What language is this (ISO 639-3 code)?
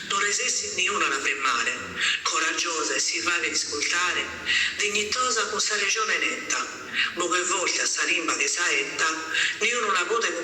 srd